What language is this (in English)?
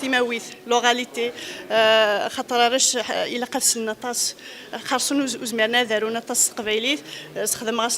Kabyle